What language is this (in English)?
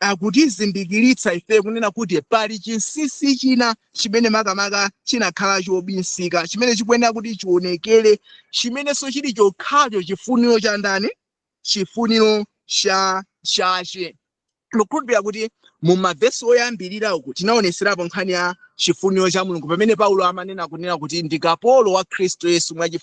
Nyanja